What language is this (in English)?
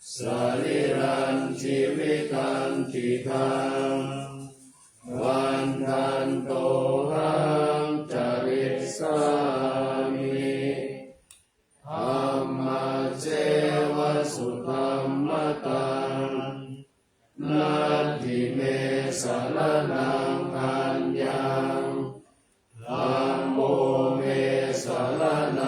Pali